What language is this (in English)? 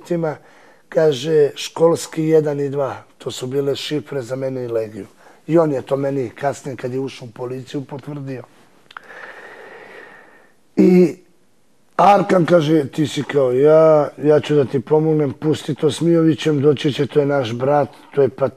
Serbian